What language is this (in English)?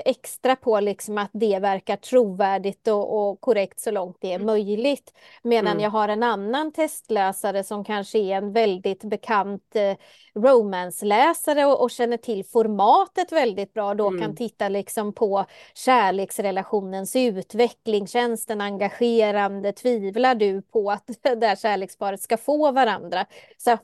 Swedish